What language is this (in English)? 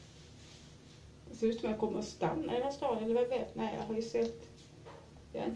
Swedish